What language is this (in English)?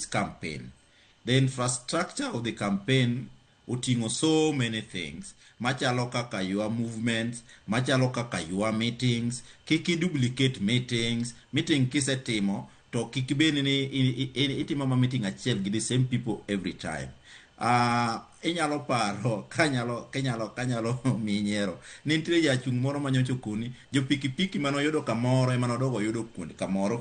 Luo (Kenya and Tanzania)